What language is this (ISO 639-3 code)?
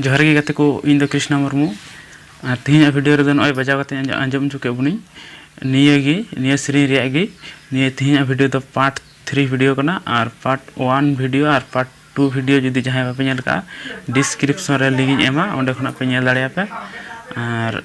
sat